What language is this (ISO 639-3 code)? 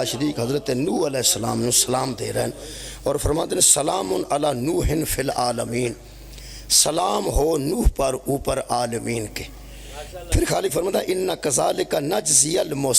phr